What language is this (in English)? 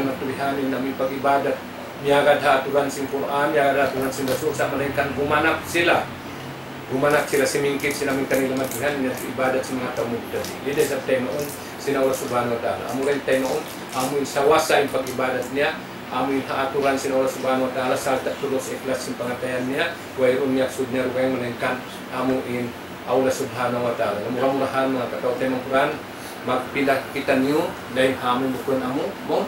Tausug